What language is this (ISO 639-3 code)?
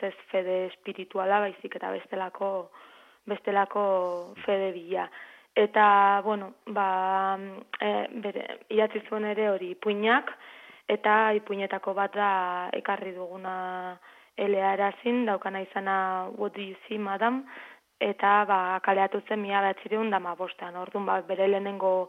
eus